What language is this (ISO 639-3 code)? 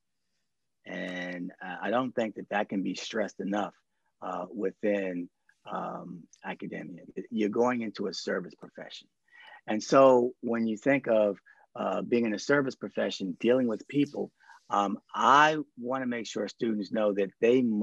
eng